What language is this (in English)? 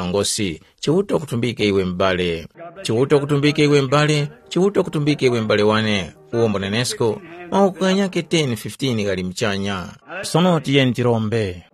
Tumbuka